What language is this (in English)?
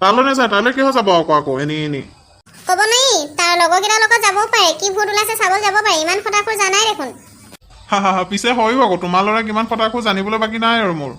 Assamese